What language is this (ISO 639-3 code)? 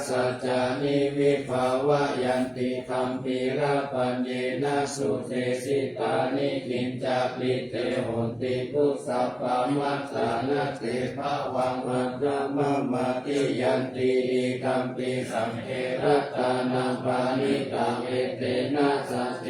pli